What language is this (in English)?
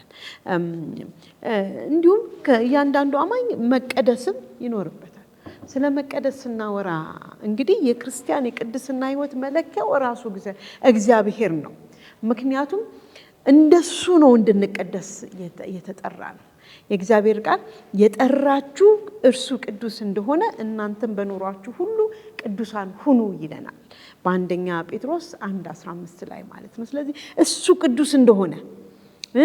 Amharic